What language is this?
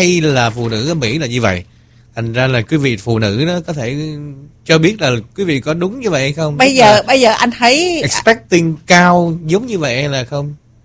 Vietnamese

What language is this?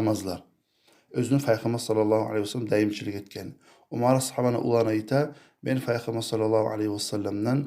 Kumyk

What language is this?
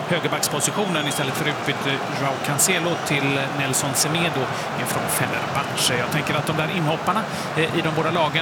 Swedish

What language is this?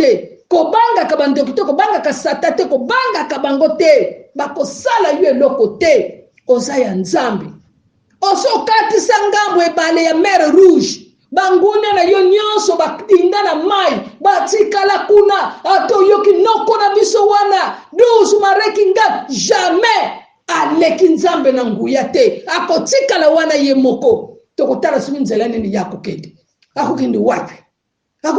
Lingala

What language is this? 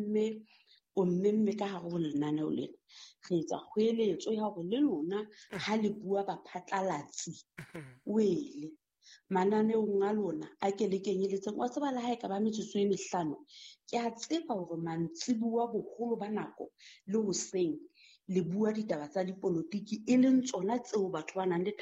Southern Sotho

